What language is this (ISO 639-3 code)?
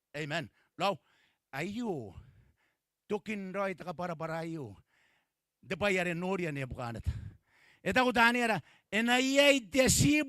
gil